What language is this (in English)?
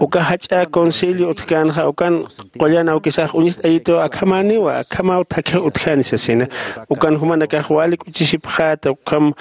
Aymara